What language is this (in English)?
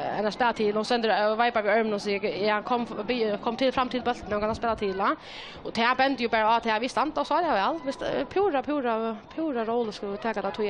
Faroese